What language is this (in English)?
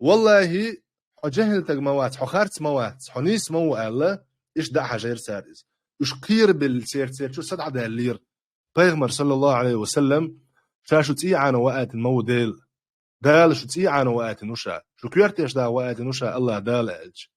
Chechen